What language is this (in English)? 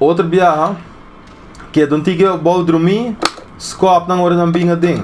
Papiamento